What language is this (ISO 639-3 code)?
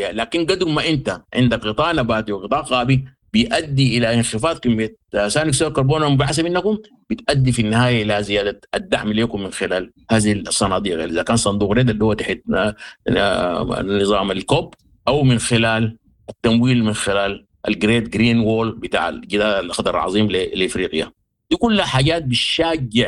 apd